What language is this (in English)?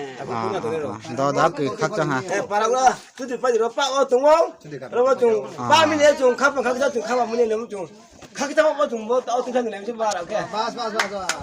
Riang (India)